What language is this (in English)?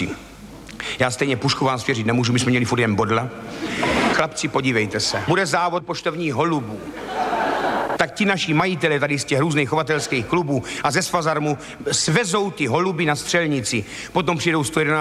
Czech